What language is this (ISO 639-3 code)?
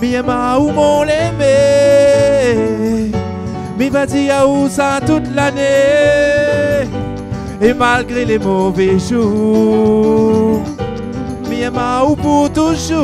rcf